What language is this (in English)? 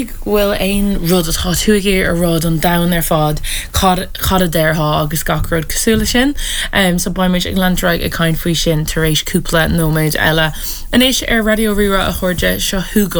Irish